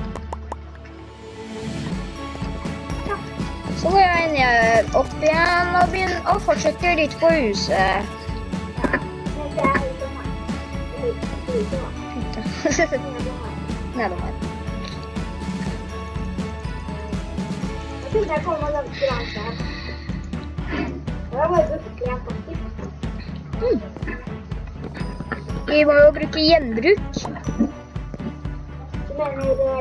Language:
Norwegian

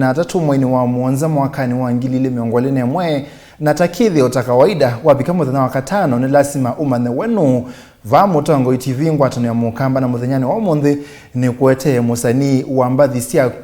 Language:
Kamba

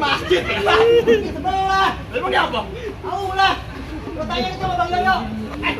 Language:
Betawi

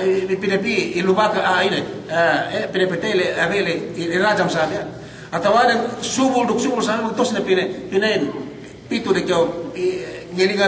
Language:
Yakan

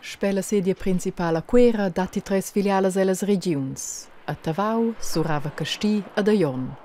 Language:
Romansh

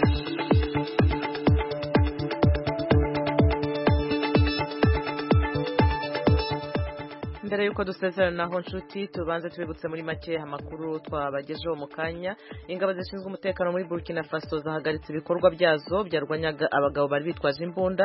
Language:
Kinyarwanda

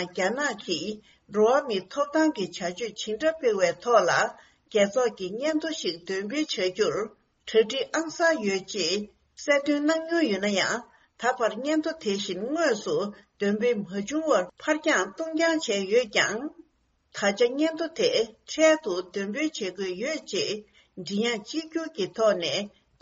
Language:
Tibetan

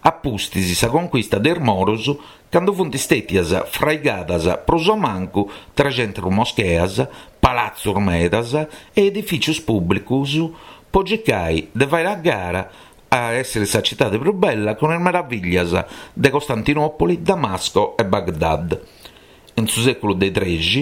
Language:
Sardinian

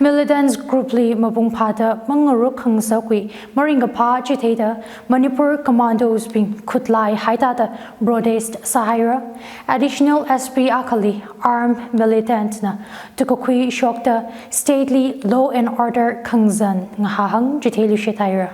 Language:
Tangkhul Naga (India)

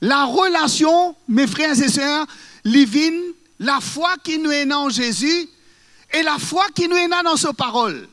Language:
Morisyen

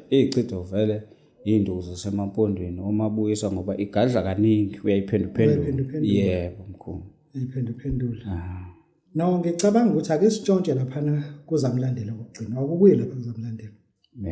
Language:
Zulu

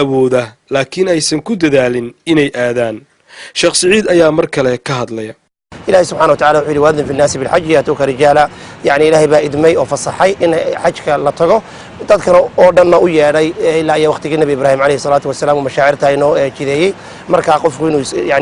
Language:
Somali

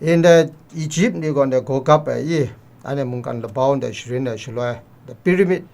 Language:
Kachin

